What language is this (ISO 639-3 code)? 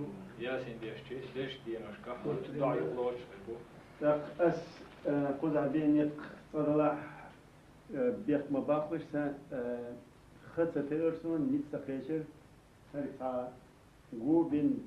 che